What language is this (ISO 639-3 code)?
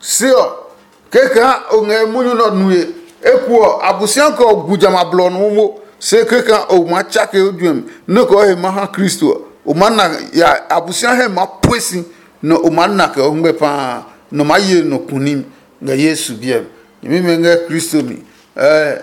ada